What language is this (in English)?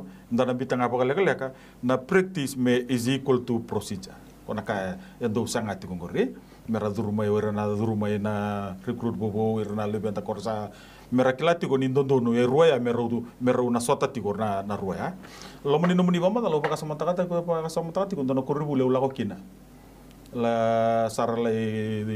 Fijian